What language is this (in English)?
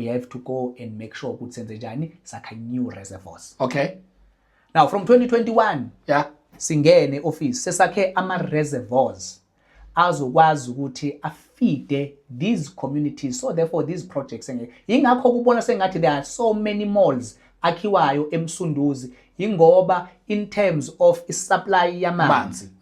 Zulu